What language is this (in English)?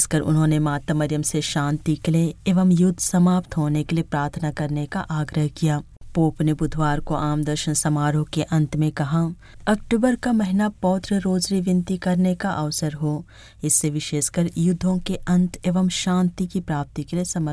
Hindi